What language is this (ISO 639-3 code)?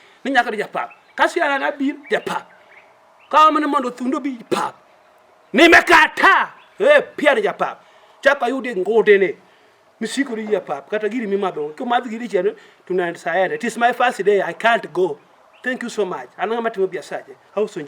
luo